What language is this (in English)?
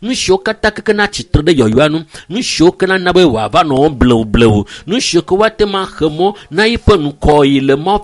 Ewe